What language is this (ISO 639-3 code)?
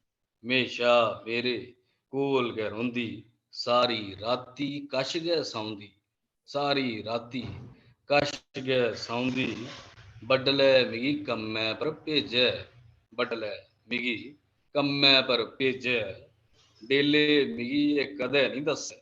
doi